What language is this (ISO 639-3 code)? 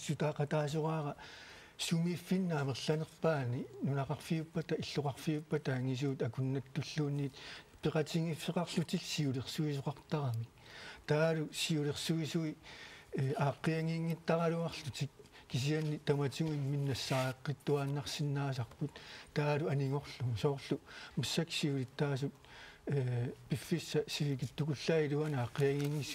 kal